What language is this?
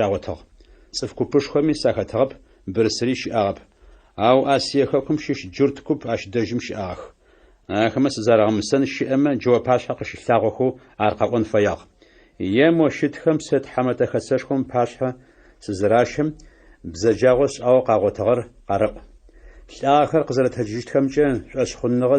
Adyghe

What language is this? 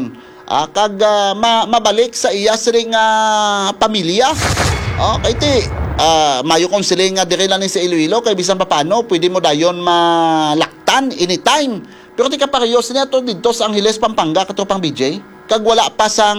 Hiligaynon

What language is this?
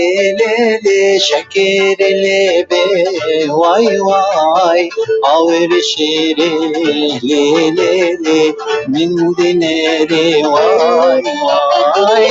Kurdish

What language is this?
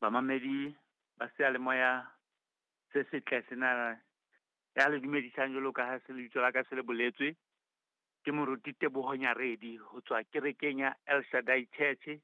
Southern Sotho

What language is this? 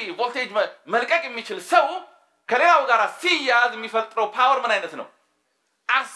Amharic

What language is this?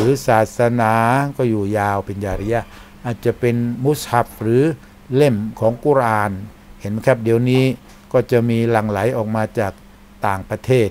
Thai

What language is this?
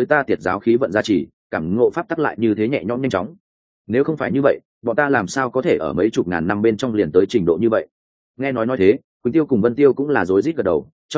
Vietnamese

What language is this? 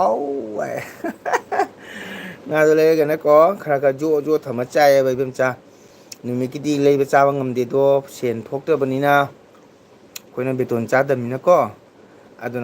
Manipuri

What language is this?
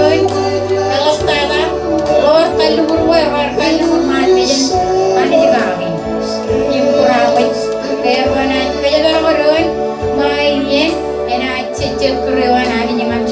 Marshallese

